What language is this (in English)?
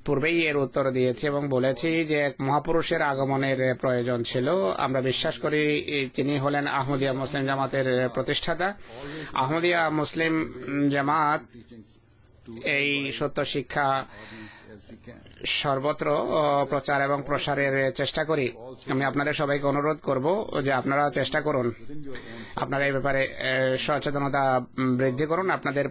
Bangla